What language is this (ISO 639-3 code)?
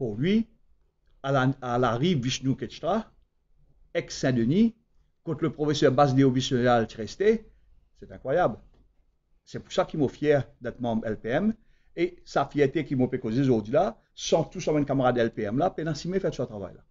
mfe